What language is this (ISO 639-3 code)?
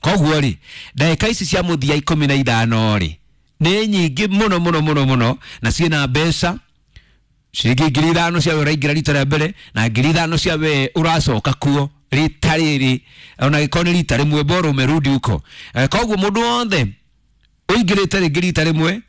kik